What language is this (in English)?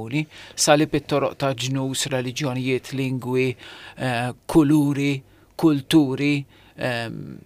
Maltese